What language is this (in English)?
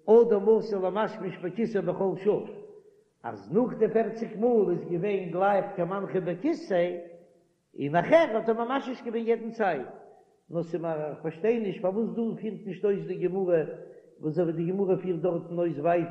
Yiddish